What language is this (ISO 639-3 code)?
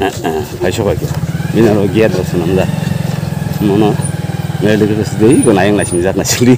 trp